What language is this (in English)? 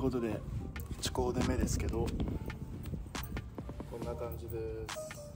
Japanese